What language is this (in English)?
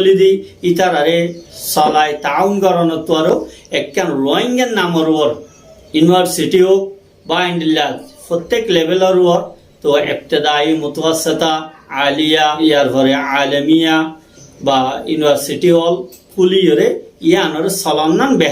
Rohingya